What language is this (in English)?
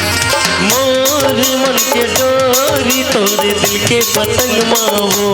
Chhattisgarhi